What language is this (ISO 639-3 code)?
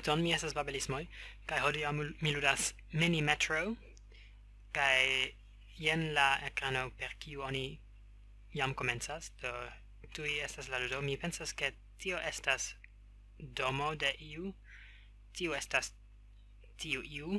epo